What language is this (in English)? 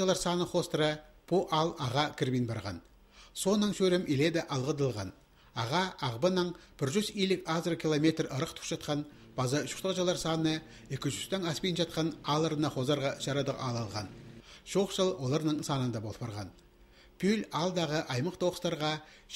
Khakas